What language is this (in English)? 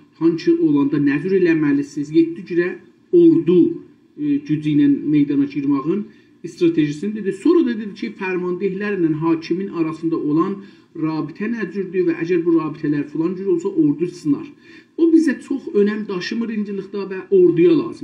South Azerbaijani